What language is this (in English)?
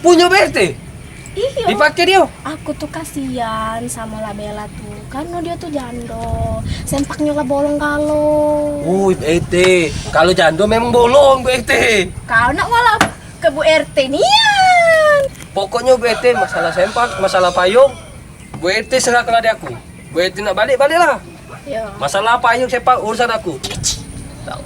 Musi